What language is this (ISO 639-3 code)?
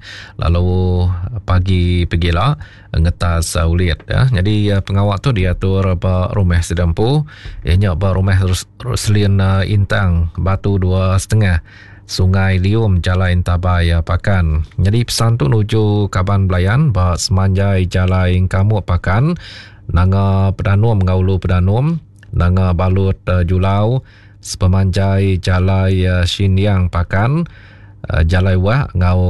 iba